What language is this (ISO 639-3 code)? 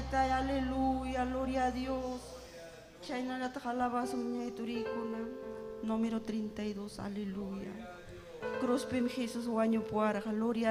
quy